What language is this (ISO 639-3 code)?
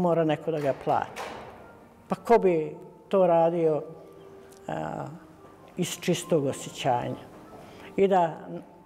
srp